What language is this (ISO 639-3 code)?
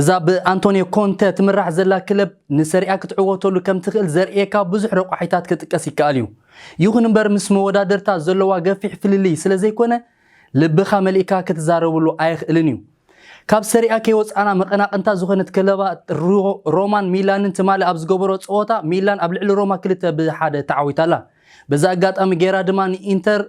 tir